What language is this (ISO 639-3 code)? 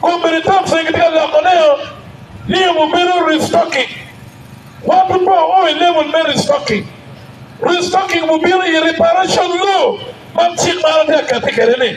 ach